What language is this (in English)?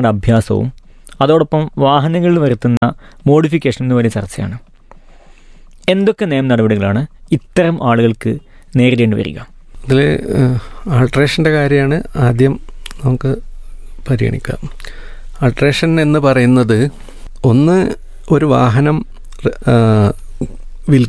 Malayalam